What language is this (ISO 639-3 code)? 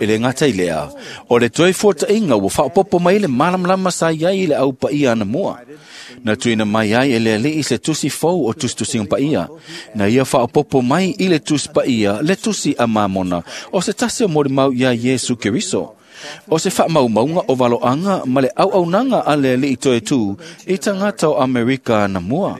smo